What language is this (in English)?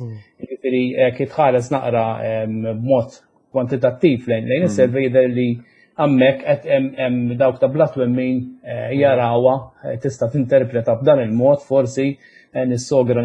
Maltese